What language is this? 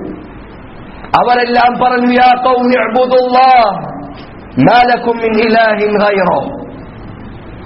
Malayalam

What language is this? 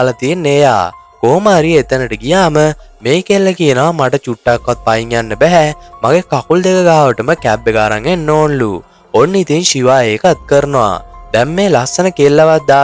Sinhala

